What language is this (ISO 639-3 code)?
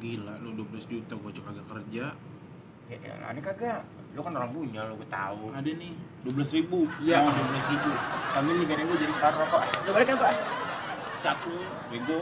bew